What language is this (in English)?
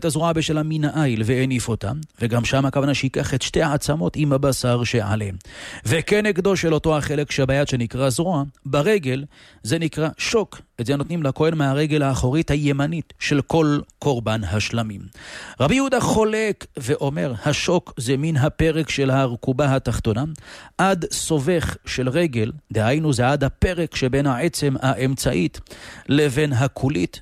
Hebrew